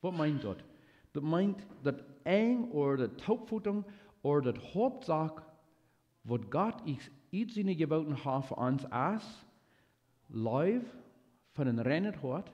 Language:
Plautdietsch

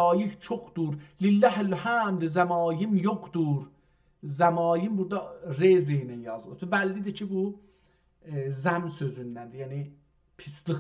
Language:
South Azerbaijani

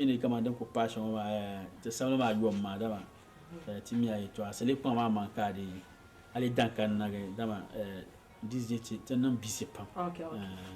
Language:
Dagbani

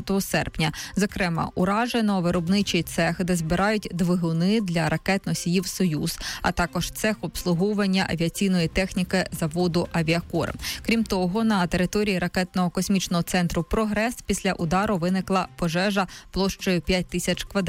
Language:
Ukrainian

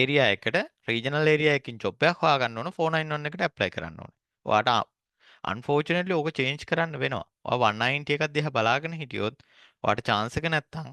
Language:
Sinhala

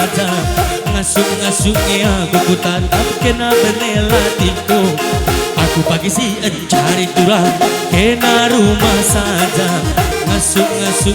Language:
Batak Karo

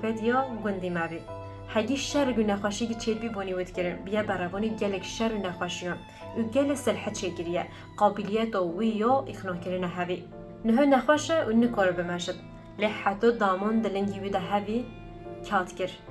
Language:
Kurdish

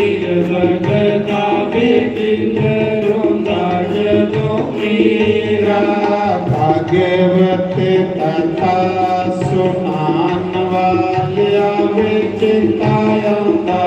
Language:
Dogri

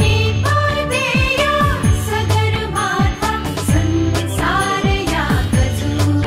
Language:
Newari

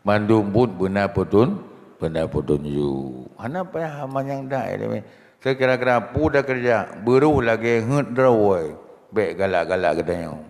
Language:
Achinese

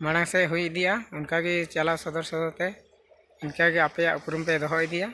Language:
Santali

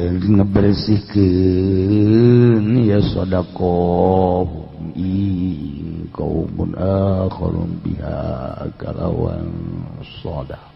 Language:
Sundanese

